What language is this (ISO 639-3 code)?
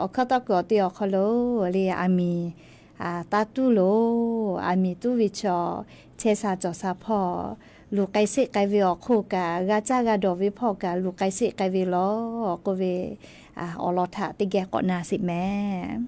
lhu